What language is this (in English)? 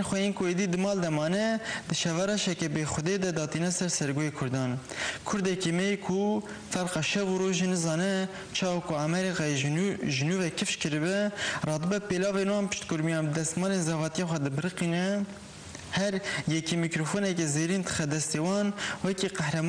Kurdish